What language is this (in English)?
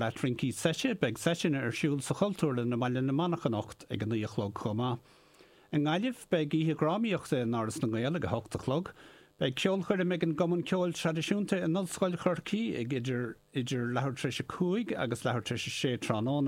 Irish